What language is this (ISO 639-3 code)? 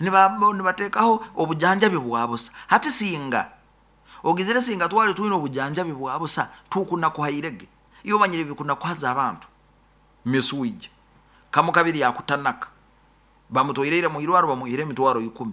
nyo